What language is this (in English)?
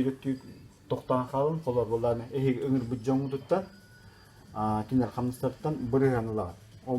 Yakut